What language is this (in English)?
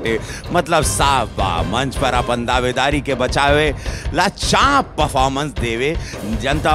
Bhojpuri